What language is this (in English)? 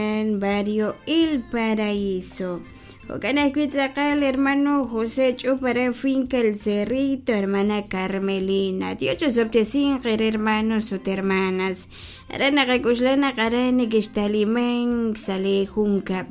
Kekchí